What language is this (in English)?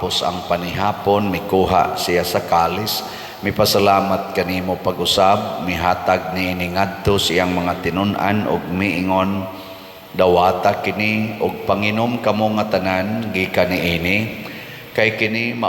Cebuano